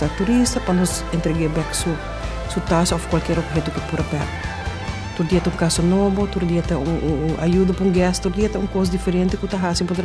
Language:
Papiamento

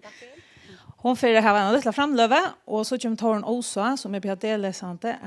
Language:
Faroese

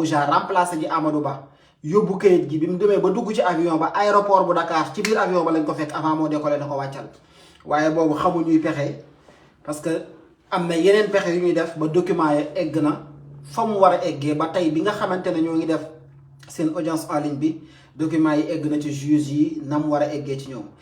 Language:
Wolof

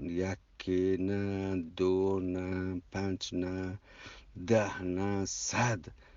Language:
Eastern Balochi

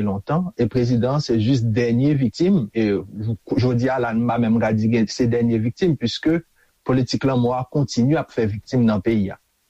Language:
Haitian Creole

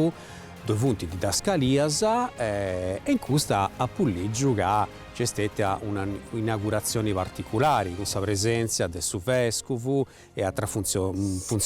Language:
Sardinian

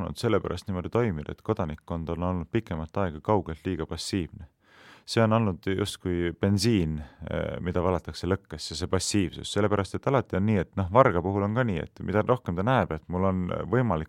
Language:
Estonian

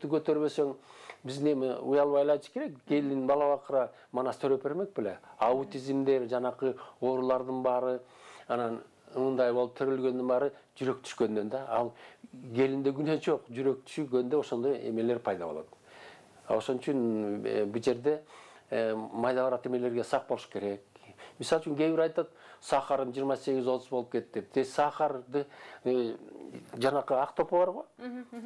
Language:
Kyrgyz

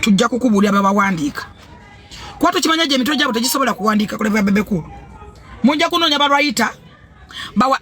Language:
Ganda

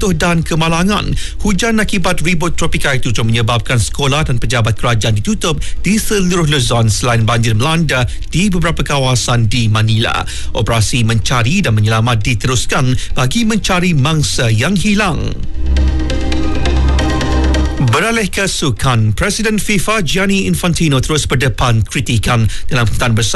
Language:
Malay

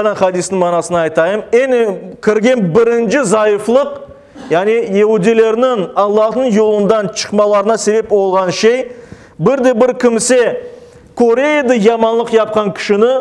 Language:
Crimean Tatar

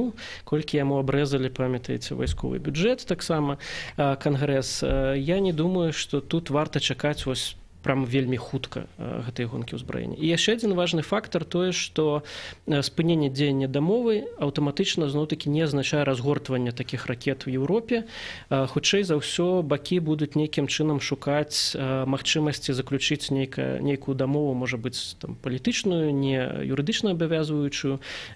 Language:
Belarusian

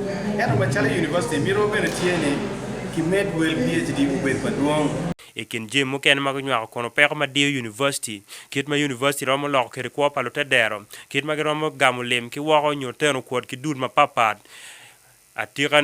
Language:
Acoli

